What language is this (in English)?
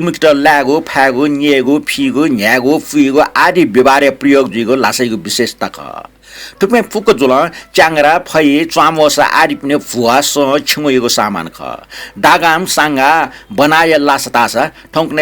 Newari